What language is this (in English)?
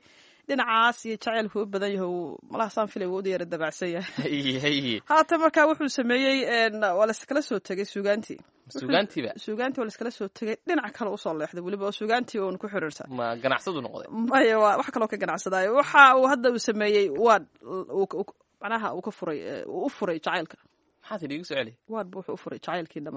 Somali